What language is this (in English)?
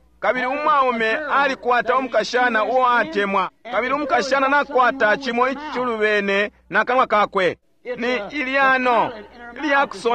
Bemba